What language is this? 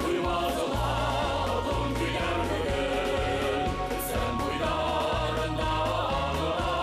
Bashkir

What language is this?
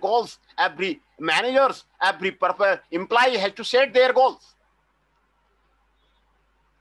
English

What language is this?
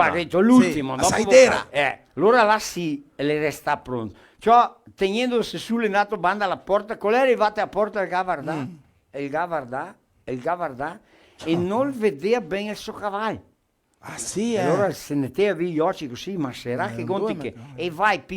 Venetian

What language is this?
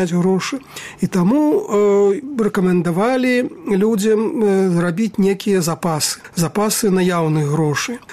Belarusian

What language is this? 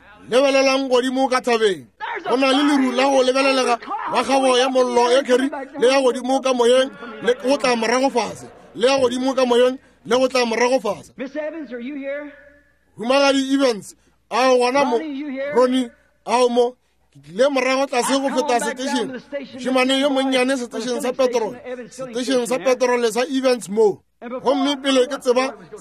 Northern Sotho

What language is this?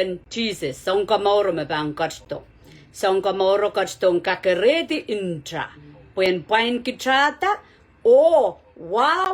Pohnpeian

